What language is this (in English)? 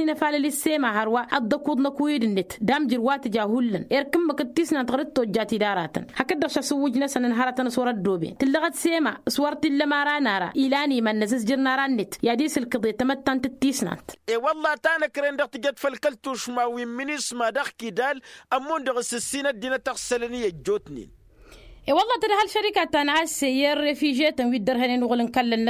Tamasheq